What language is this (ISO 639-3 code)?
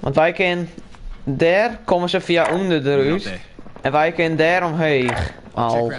fry